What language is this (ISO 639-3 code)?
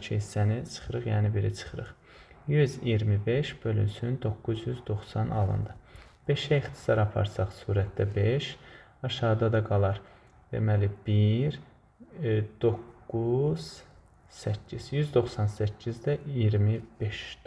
aze